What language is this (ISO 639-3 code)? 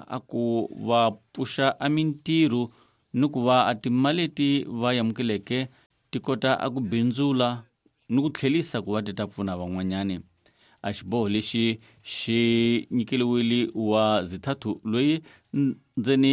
tso